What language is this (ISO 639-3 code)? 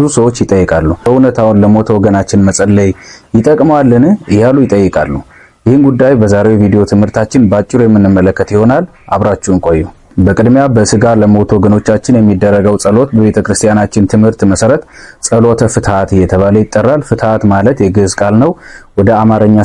amh